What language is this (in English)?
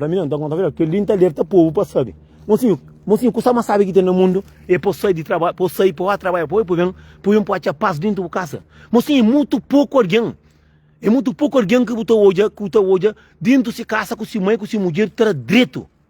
Kabuverdianu